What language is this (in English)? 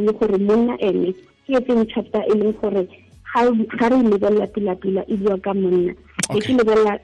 Tswana